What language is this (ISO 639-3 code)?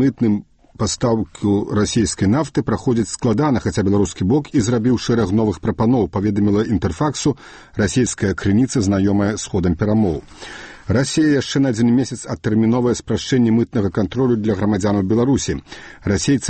bel